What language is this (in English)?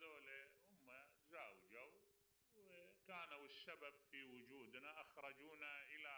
Mesopotamian Arabic